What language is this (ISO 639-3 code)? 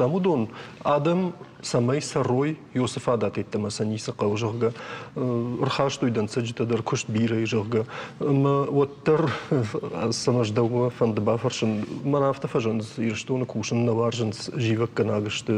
oss